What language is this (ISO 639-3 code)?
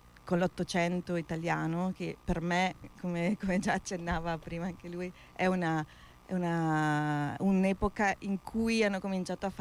ita